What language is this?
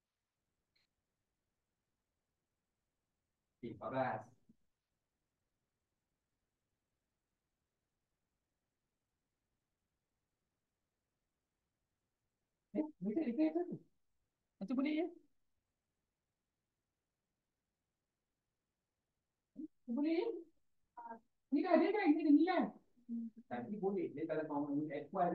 Malay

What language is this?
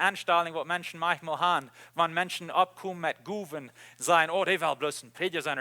Plautdietsch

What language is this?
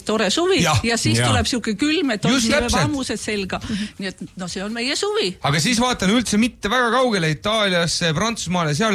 Estonian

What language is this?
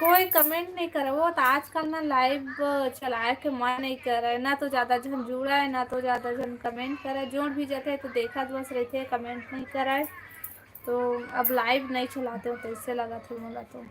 Chhattisgarhi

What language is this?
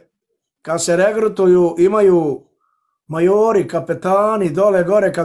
Bosnian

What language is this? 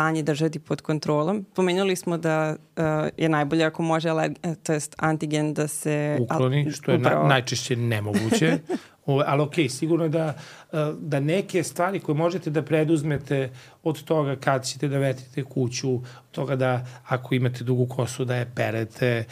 Serbian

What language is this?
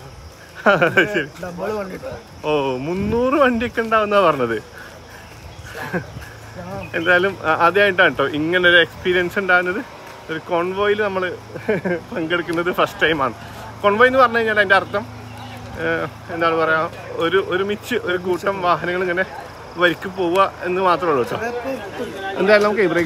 Malayalam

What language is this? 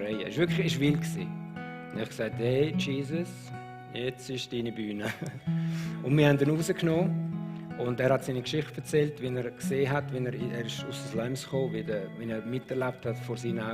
Swiss German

